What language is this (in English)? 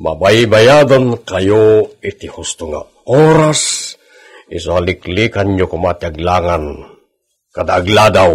Iloko